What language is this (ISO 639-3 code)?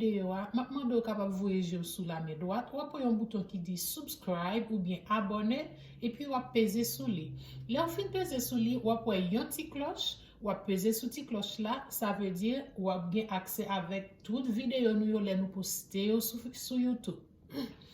hat